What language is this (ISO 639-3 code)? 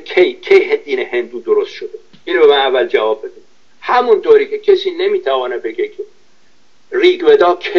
fas